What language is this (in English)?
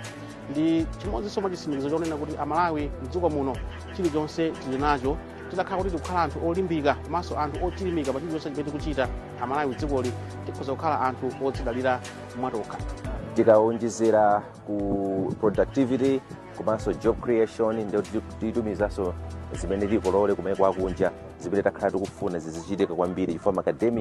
Nyanja